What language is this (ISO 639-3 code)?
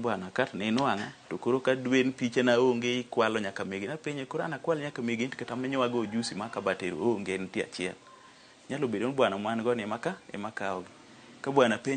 luo